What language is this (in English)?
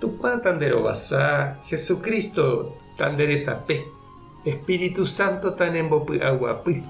Guarani